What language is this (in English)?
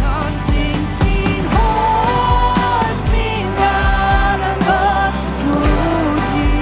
Plautdietsch